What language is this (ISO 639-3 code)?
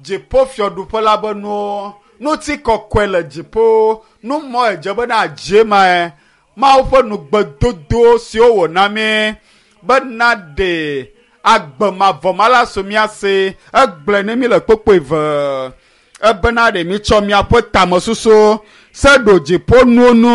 ewe